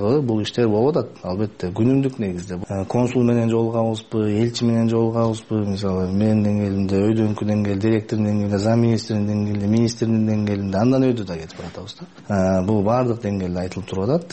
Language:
Kyrgyz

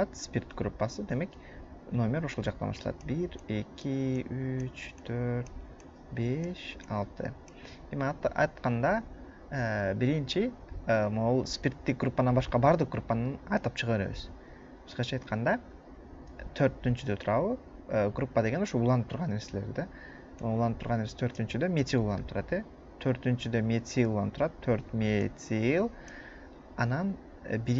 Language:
Kyrgyz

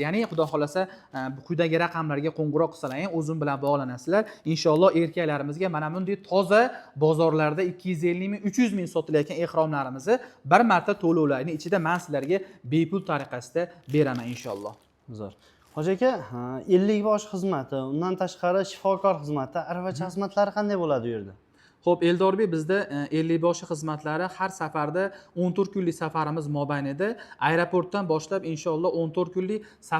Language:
Uzbek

